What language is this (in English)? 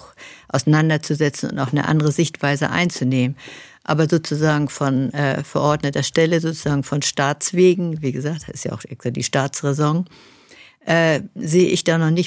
German